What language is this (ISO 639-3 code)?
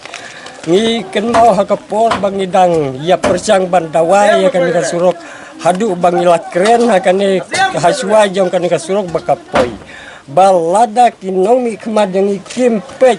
kha